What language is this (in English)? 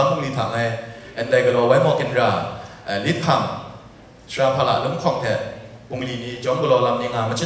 Kachin